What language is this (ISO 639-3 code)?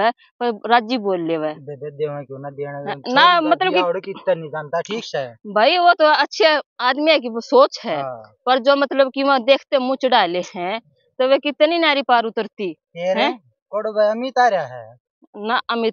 bgc